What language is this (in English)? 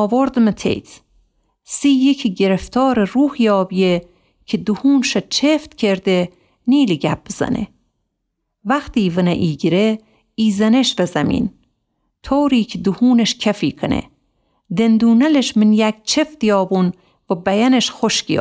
Gilaki